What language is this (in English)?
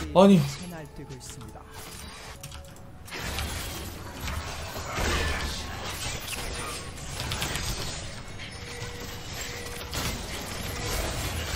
Korean